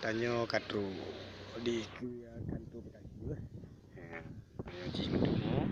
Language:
Achinese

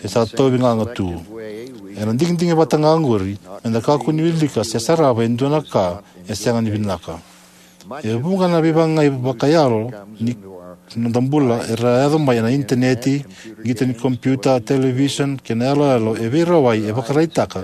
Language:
Fijian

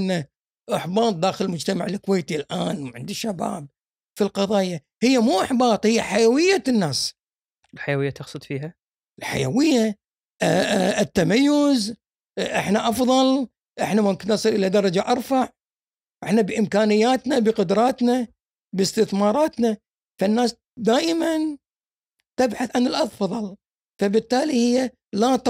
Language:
Gulf Arabic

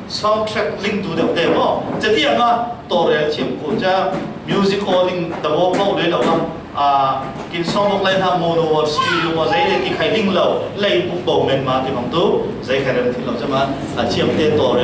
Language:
Falam Chin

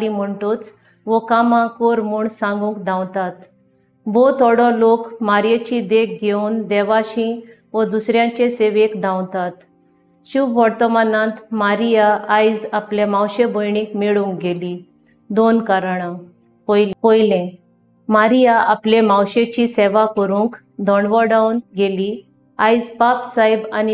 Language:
Konkani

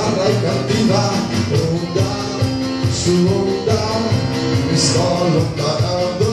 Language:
Italian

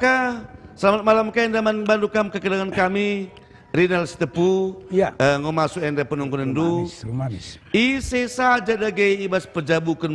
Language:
Batak Karo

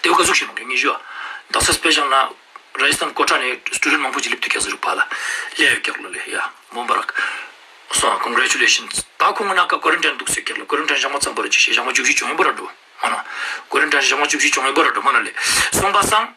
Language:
Ladakhi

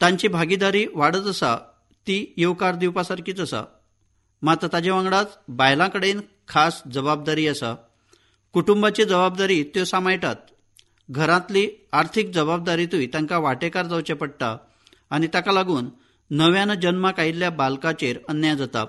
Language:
Konkani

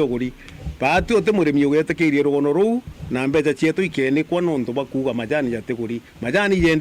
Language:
Meru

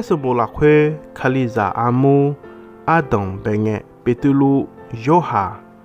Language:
Akha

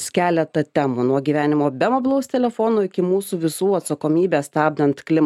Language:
Lithuanian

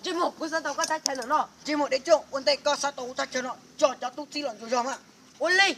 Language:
Hmong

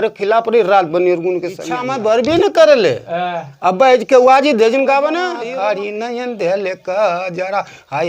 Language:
Bhojpuri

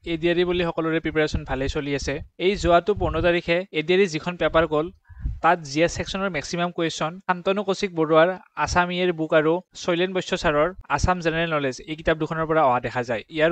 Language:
Assamese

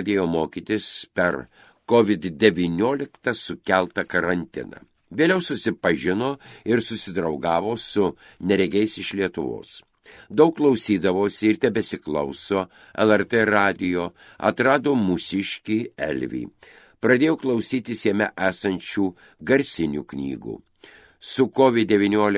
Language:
Lithuanian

